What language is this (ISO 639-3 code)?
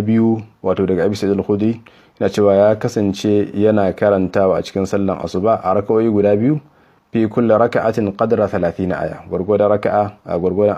hau